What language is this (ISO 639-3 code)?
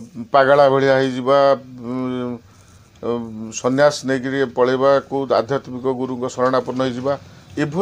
ori